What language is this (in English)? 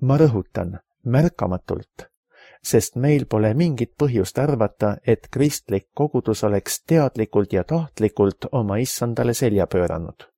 Estonian